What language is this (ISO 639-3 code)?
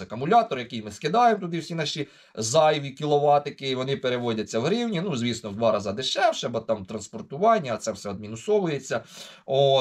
ukr